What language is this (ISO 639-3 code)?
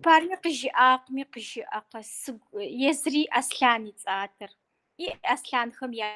kbd